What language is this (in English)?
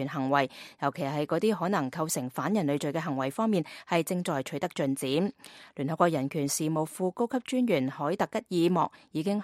Cantonese